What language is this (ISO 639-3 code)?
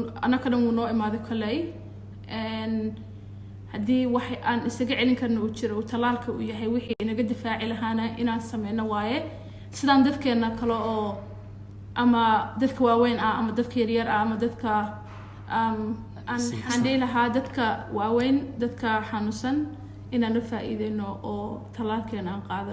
som